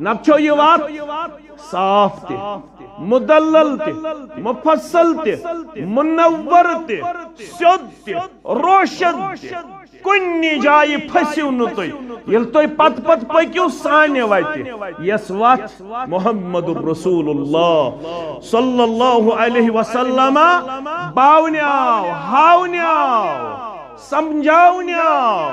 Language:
Kashmiri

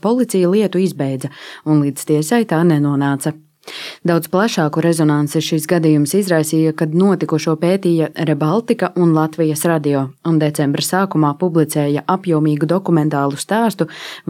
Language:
Latvian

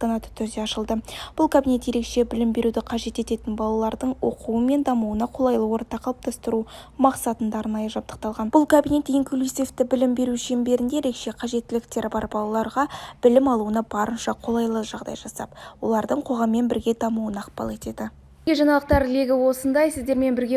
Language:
Kazakh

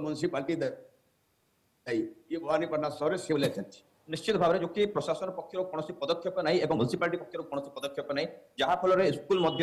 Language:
Odia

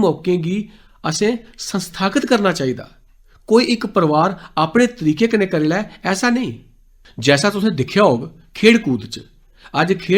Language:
Dogri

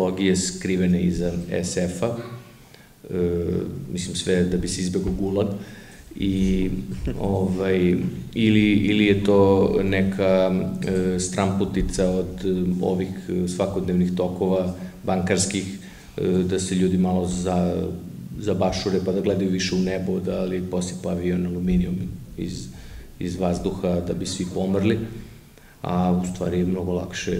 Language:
Serbian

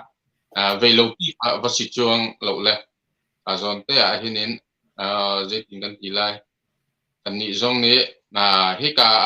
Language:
Hakha Chin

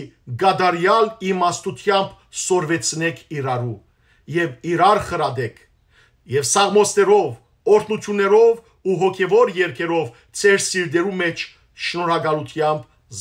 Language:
Western Armenian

